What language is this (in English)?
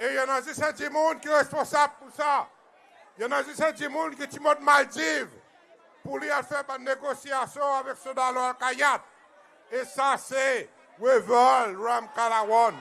Seselwa Creole French